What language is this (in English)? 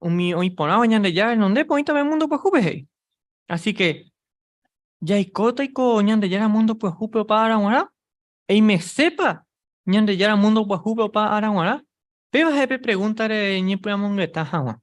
Guarani